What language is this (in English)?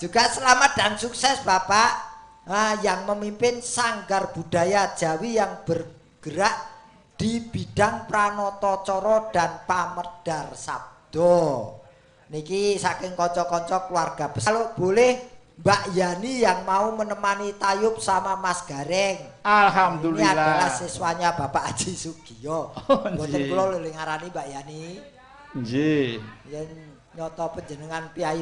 Javanese